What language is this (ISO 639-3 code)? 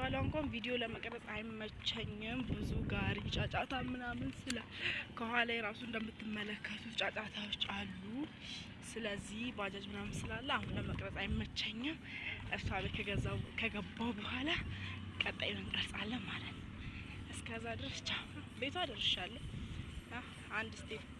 amh